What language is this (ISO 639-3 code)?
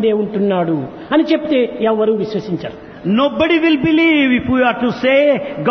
tel